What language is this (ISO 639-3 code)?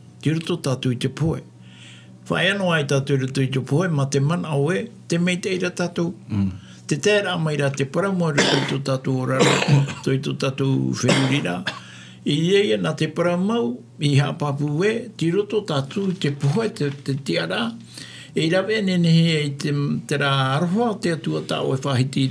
tah